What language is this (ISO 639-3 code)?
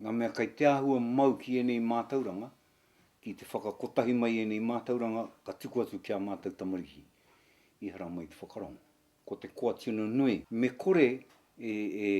mri